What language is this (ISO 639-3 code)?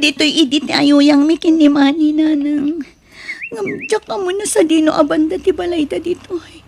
ilo